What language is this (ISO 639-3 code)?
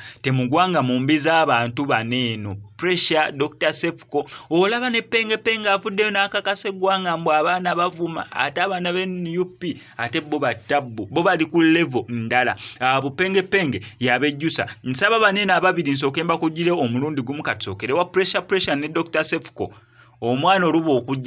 lug